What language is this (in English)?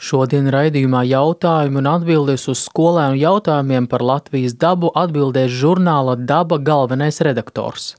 Latvian